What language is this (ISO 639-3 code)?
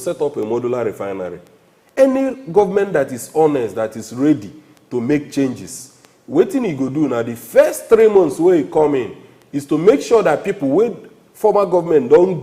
pcm